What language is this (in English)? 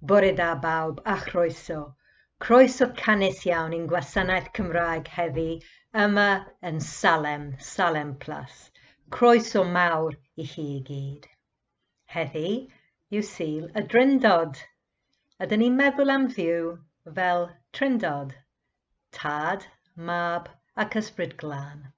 Welsh